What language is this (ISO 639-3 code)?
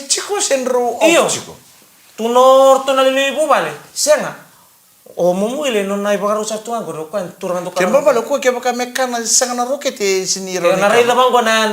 fij